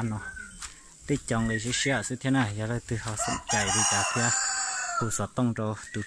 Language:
Hmong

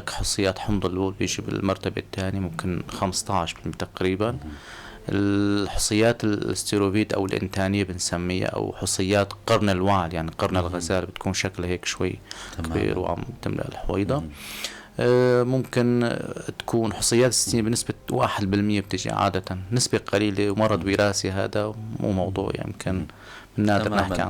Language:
North Levantine Arabic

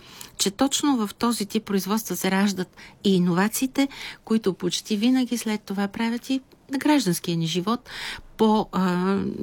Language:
Bulgarian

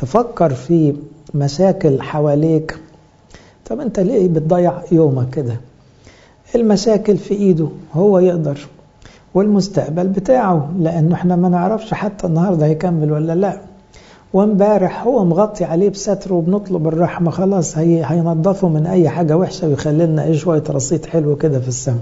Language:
Egyptian Arabic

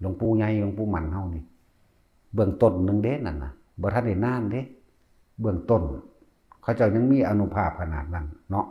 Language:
Northeastern Thai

